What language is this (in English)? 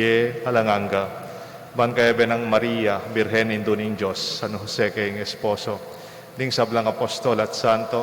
Pampanga